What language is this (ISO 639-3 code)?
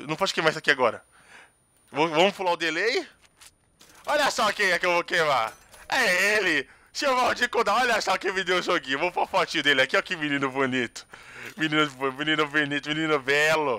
por